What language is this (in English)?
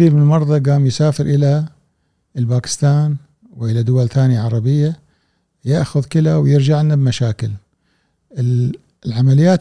Gulf Arabic